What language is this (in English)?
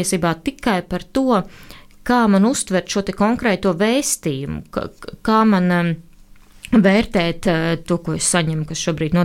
Latvian